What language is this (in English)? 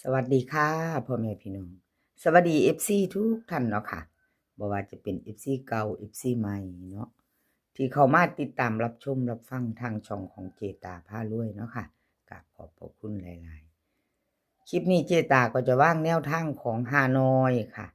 Northeastern Thai